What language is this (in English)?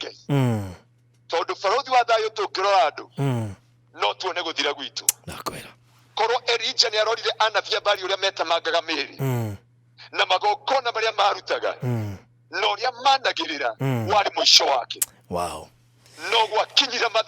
Kikuyu